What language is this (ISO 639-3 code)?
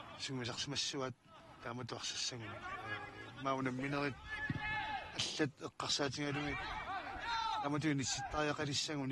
kal